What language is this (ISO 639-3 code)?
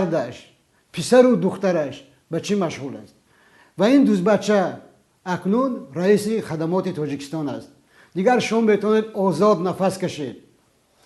tgk